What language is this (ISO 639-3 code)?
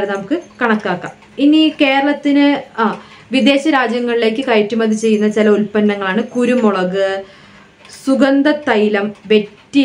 mal